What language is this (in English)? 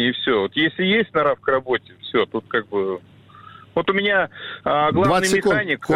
Russian